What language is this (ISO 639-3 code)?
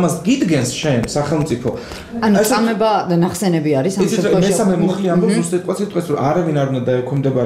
kat